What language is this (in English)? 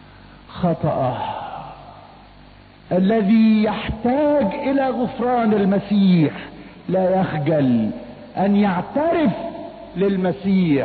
Egyptian Arabic